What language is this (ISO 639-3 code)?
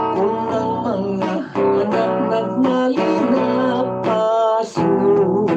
hil